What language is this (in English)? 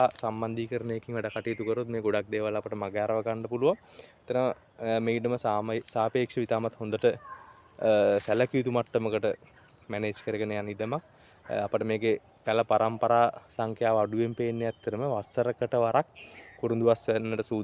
Sinhala